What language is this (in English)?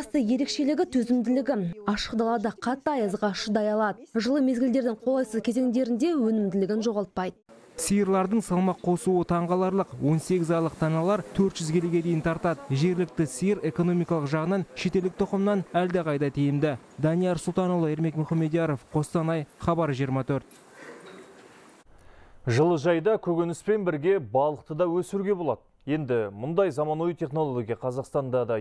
Kazakh